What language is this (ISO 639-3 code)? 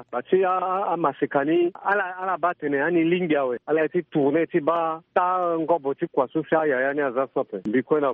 sag